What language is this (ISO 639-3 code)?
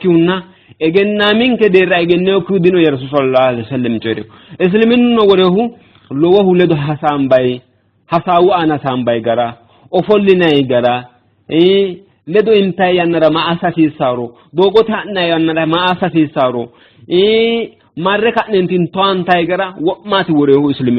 sid